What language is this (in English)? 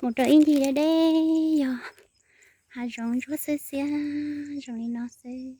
Hmong